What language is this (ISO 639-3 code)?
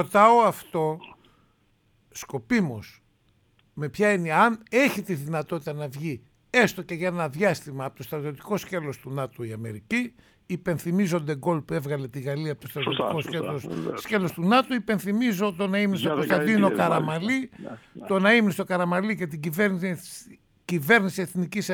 ell